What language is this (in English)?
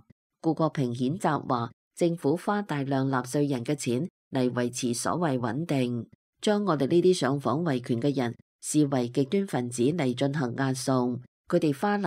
Cantonese